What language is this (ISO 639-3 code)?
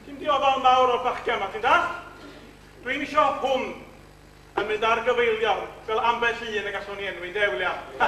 cym